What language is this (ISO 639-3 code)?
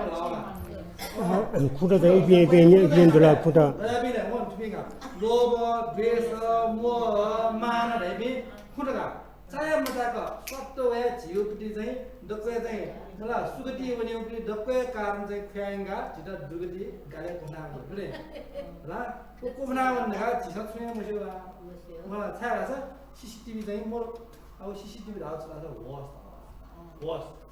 new